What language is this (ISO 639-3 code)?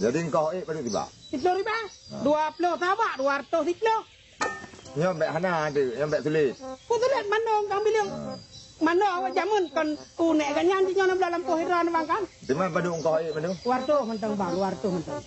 ace